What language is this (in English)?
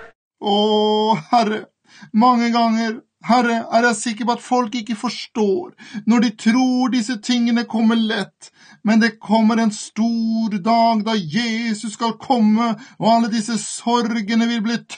Norwegian